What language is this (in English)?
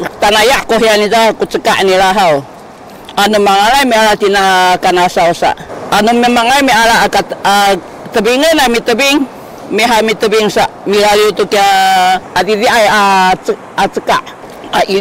Sakizaya